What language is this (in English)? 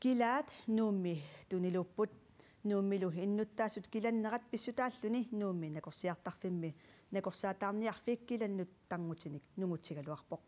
Kalaallisut